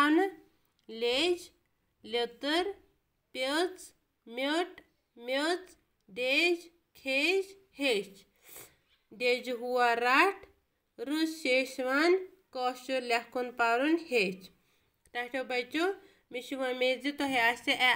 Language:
Kashmiri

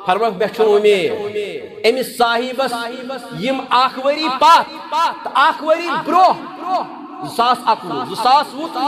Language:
Kashmiri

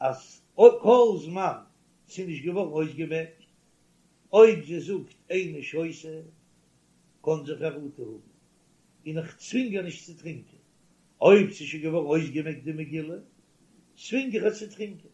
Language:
Yiddish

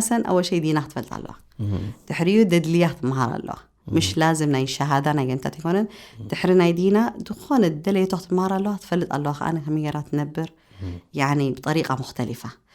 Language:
Tigrinya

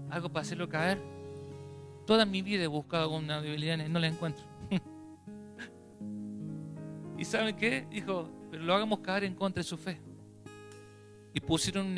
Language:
Spanish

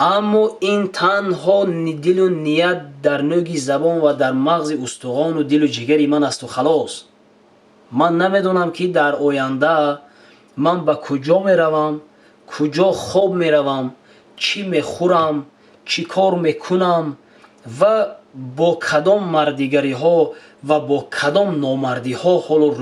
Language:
Tajik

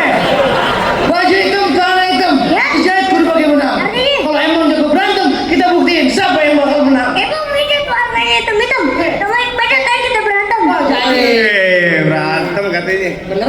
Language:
Betawi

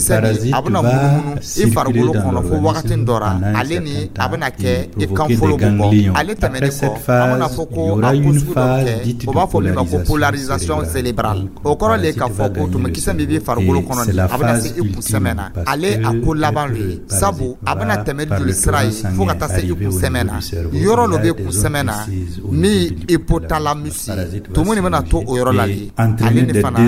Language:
Dyula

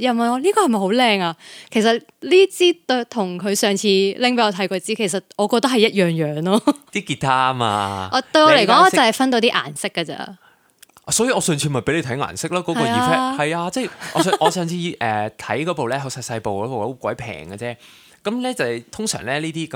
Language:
Cantonese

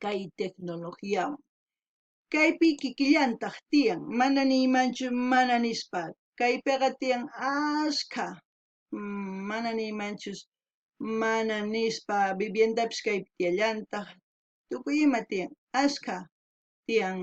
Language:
South Bolivian Quechua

